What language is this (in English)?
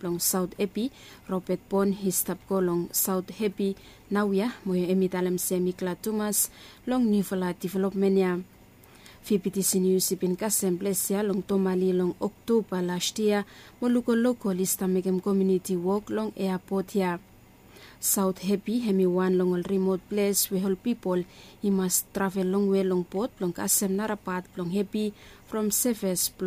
Bislama